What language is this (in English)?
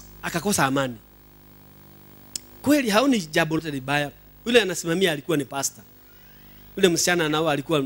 Swahili